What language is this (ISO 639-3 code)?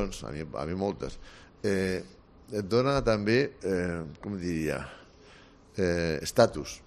cat